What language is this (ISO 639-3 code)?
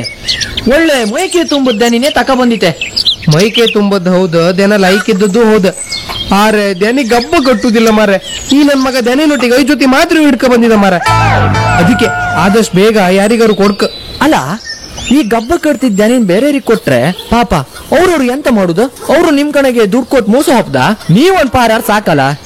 kan